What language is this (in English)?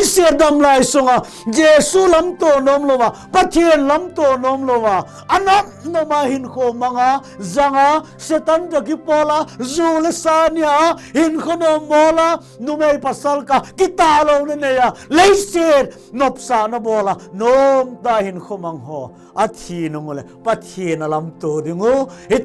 Thado Chin